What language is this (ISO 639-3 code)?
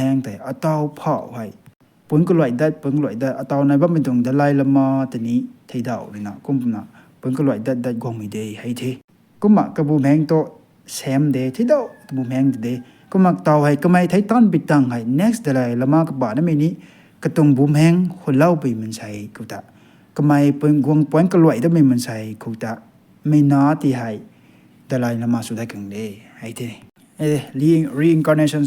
nbu